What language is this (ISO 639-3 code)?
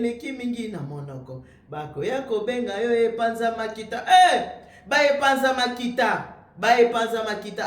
lin